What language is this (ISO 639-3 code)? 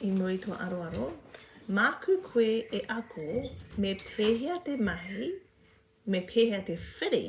mri